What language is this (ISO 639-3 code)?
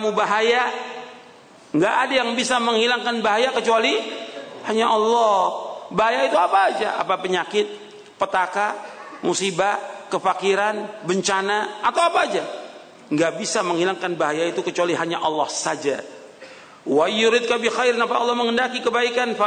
ind